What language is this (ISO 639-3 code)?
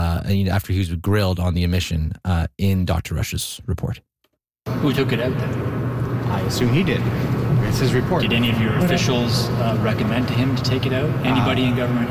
eng